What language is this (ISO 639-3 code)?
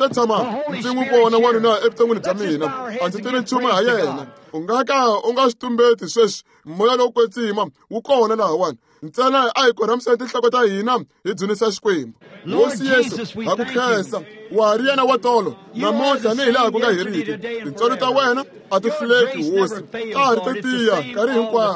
tso